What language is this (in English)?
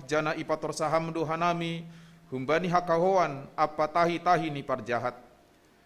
Batak Simalungun